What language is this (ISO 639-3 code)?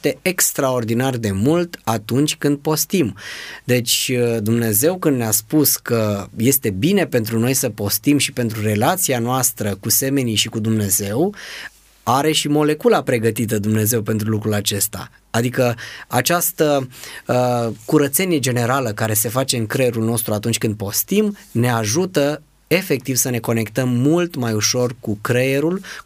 ron